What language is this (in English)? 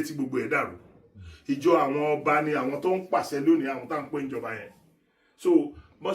Yoruba